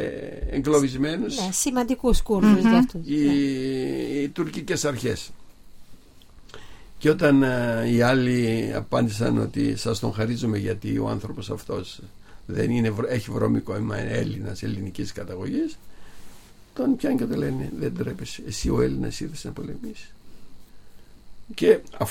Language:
Greek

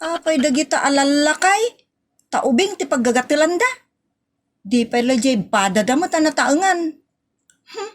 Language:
Iloko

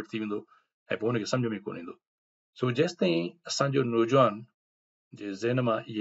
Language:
Sindhi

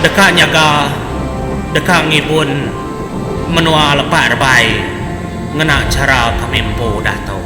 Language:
Iban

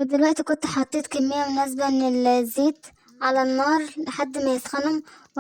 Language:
Egyptian Arabic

